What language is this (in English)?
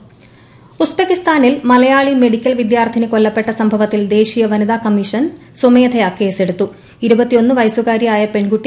Malayalam